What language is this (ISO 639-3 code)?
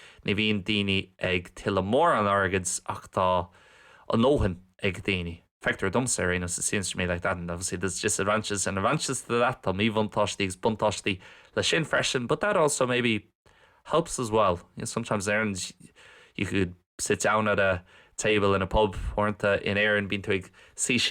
gle